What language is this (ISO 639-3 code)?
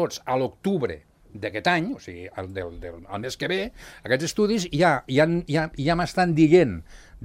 cat